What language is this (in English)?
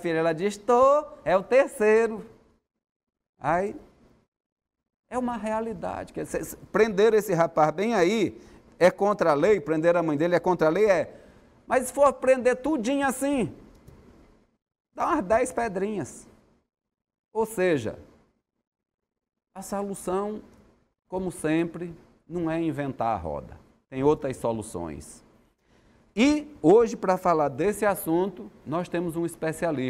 Portuguese